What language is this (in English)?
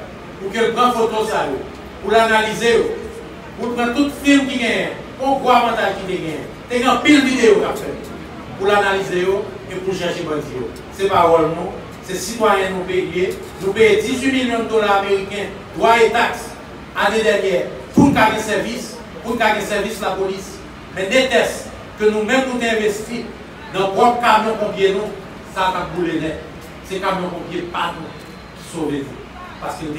Haitian Creole